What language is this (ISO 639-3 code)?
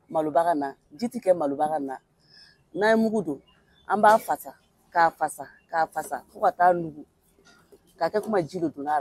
bam